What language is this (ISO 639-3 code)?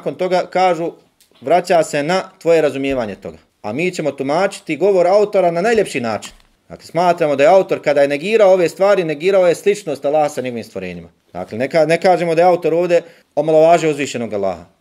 bos